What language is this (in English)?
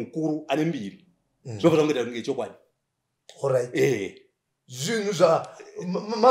Shona